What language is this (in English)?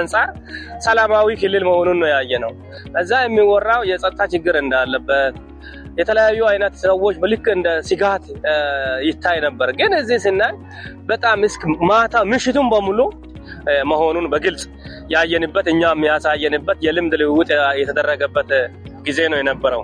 Amharic